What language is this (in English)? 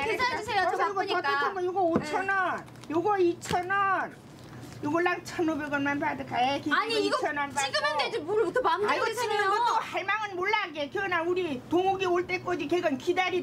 Korean